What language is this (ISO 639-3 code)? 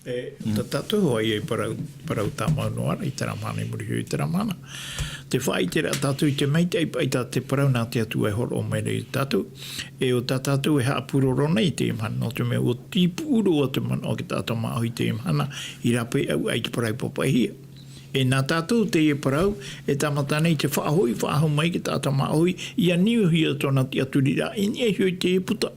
tah